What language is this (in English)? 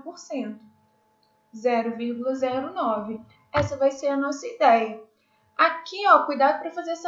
Portuguese